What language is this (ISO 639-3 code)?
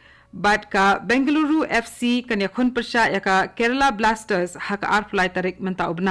kha